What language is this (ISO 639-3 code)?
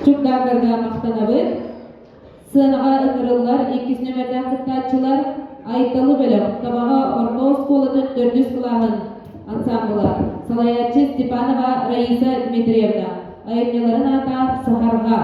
sah